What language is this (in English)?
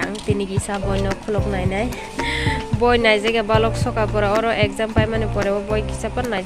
Kok Borok